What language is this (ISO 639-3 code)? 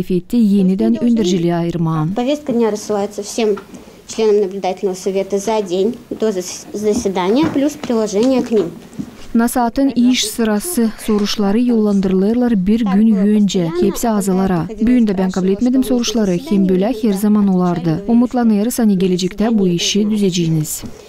gag